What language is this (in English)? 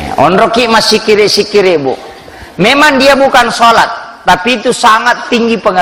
Buginese